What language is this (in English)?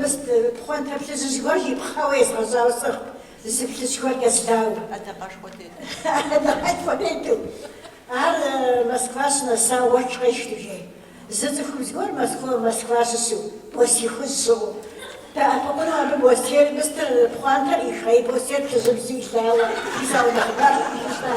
Kabardian